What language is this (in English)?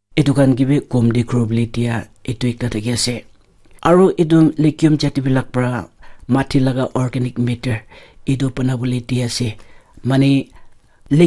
Naga Pidgin